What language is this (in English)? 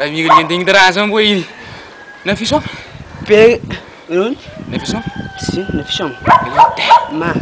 Kabuverdianu